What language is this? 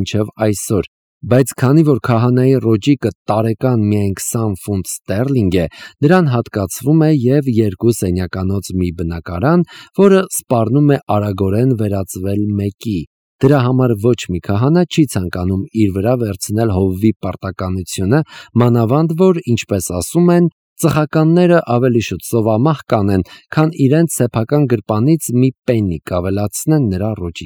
Armenian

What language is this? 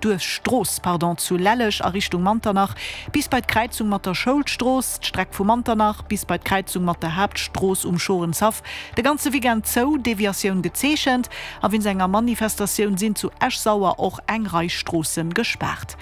Luxembourgish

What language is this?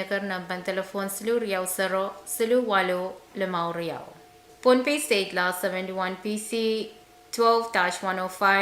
Pohnpeian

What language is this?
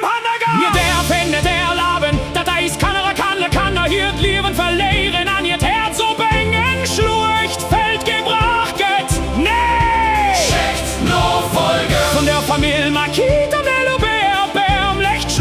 Luxembourgish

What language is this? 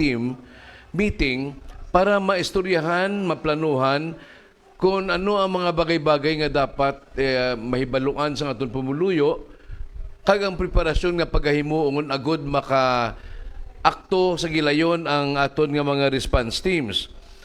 Hiligaynon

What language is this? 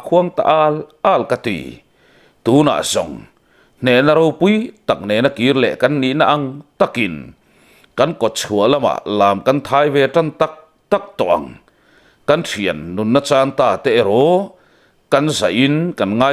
Mizo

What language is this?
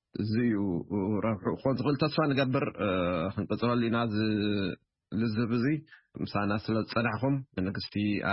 Tigrinya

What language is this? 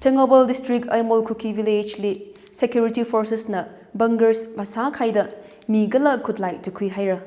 Tangkhul Naga (India)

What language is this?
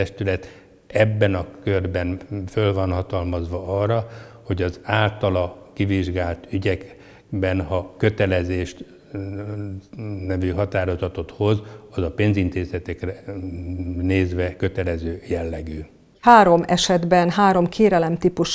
Hungarian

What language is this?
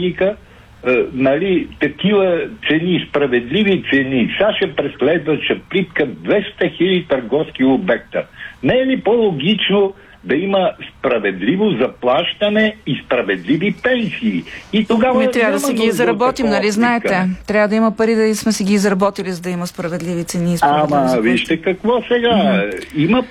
Bulgarian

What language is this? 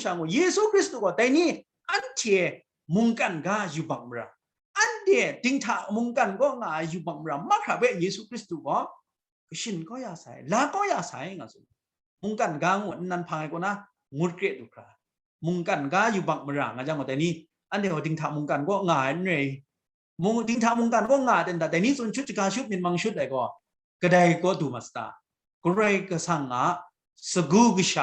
Kachin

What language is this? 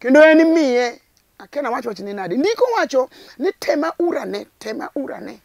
Luo (Kenya and Tanzania)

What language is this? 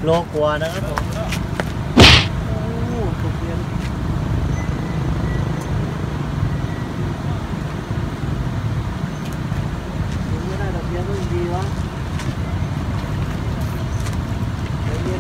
Thai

